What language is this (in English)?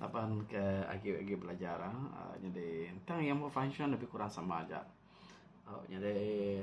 Iban